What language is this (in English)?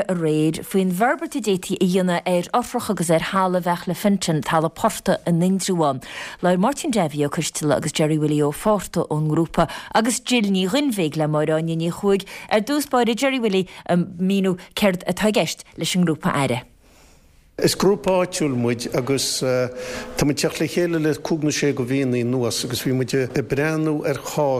Irish